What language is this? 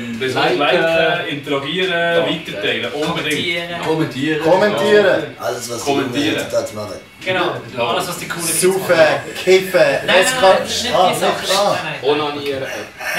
Swiss German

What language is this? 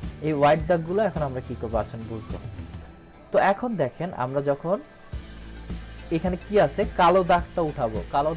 Bangla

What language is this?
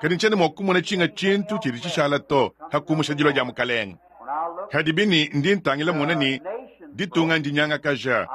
Luba-Lulua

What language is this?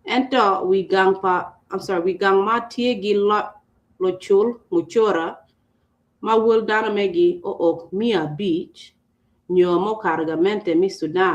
Acoli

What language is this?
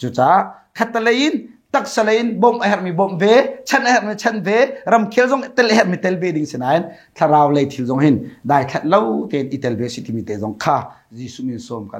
Hakha Chin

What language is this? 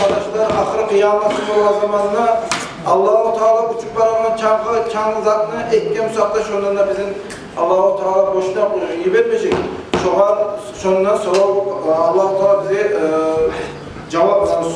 Kumyk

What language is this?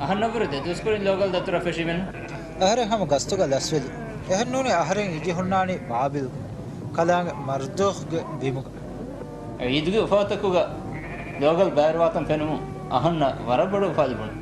Divehi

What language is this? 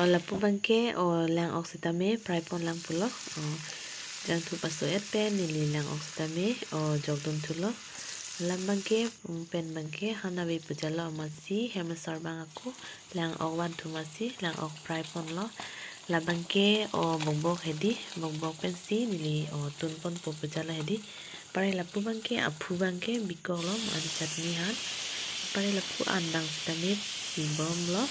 Karbi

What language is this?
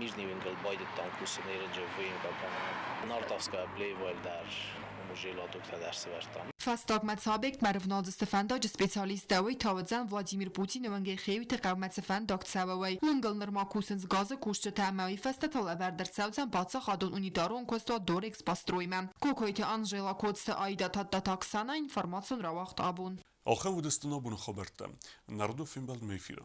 Ossetic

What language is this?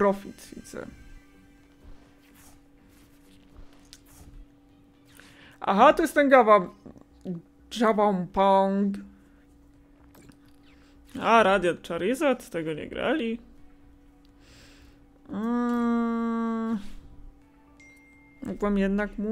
Polish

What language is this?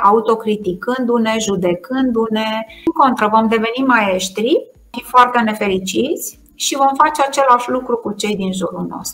Romanian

